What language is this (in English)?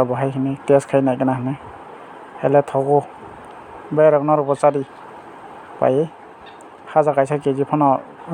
Kok Borok